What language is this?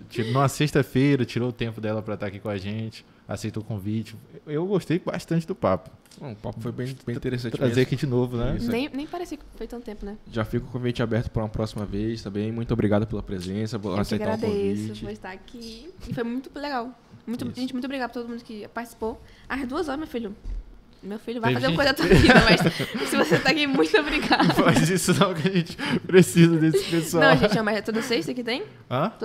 Portuguese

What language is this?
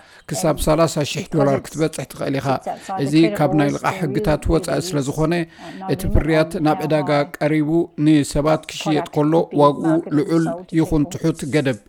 Tigrinya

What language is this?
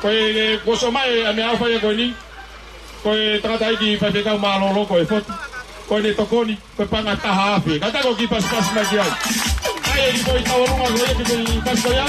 Tongan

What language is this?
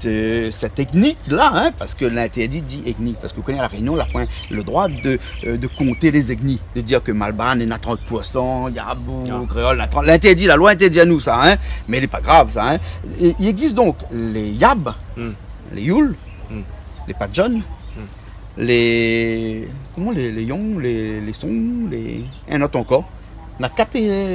Réunion Creole French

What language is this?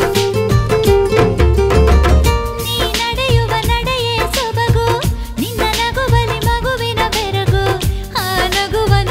Kannada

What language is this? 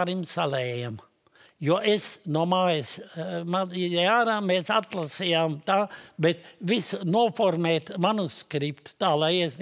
Latvian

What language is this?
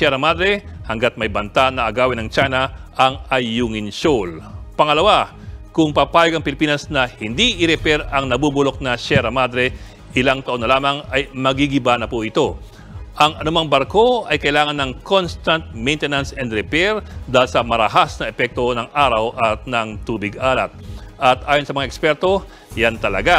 Filipino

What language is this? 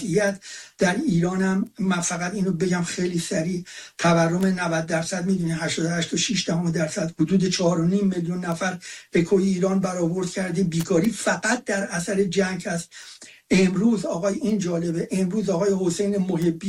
Persian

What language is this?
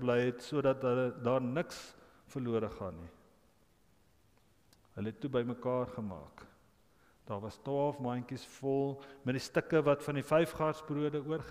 Afrikaans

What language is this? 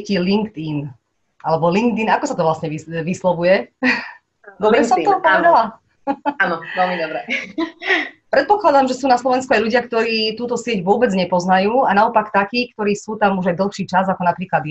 Slovak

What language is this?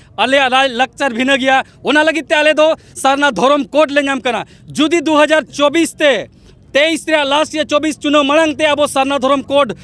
Santali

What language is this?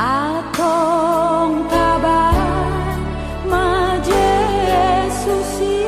Batak Toba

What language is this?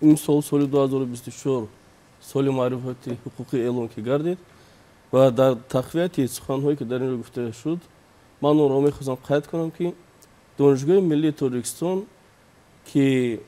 Tajik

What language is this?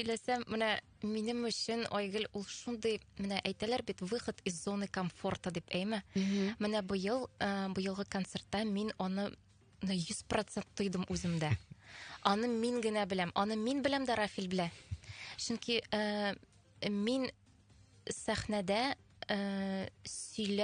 Tatar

